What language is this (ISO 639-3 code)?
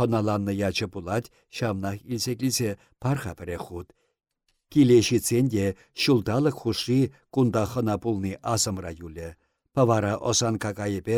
chv